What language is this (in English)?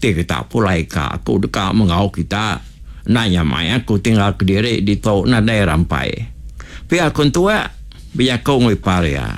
Iban